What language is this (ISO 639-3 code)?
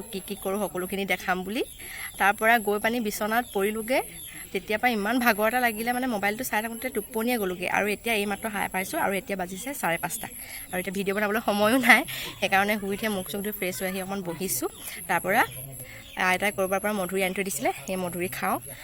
asm